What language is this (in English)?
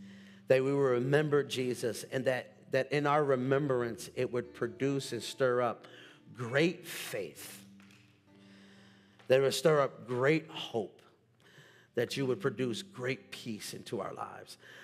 English